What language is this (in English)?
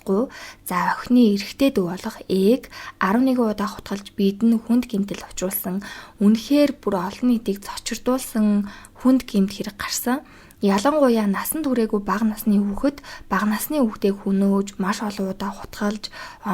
Mongolian